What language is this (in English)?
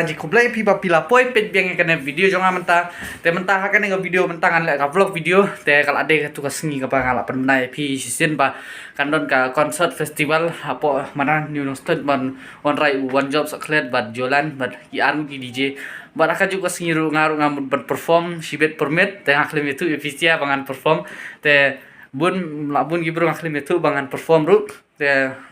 Khasi